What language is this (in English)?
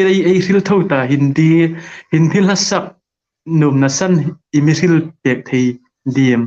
Hmar